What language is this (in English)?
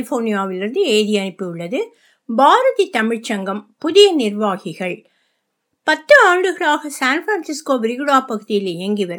Tamil